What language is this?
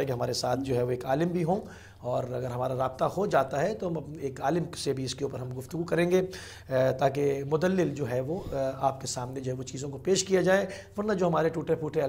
Urdu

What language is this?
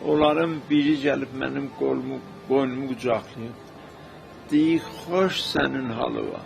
South Azerbaijani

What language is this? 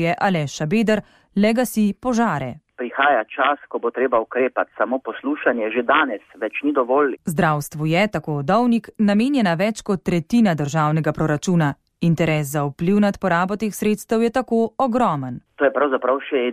Slovenian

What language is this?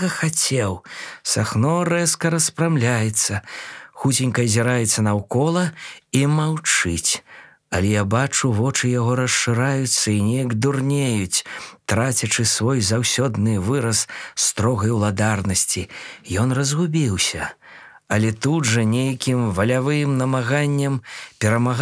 Belarusian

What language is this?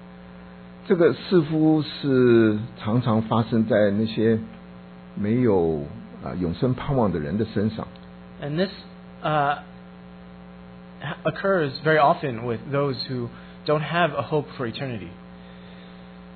Chinese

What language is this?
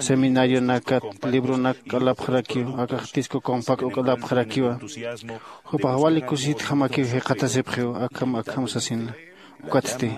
Aymara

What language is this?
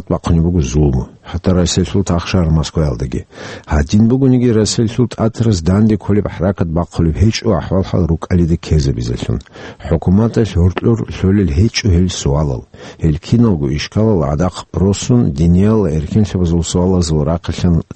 Avaric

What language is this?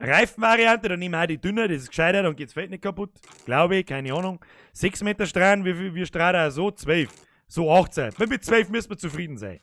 Bavarian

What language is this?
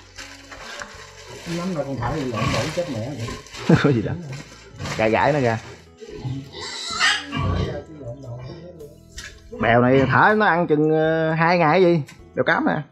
Vietnamese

